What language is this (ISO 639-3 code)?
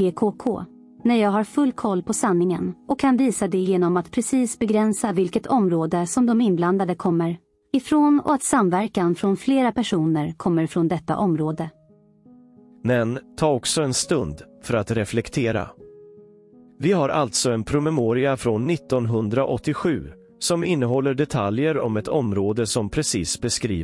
swe